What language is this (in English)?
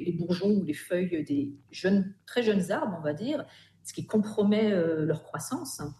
French